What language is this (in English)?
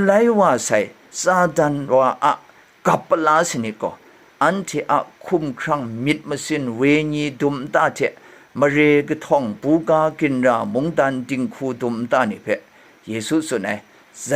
Kachin